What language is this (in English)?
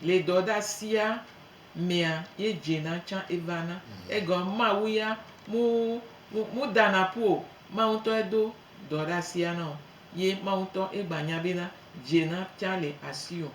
Gen